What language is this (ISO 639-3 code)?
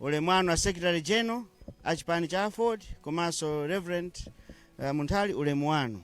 nya